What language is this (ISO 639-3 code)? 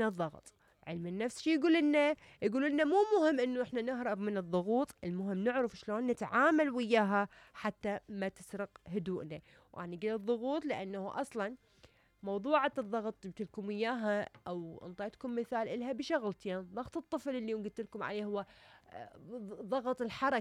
acm